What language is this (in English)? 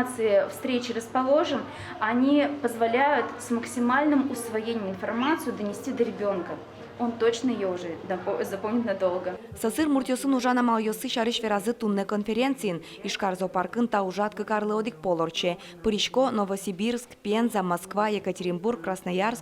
Udmurt